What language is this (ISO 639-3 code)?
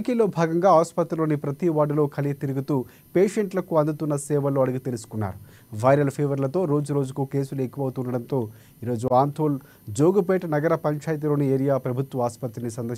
tel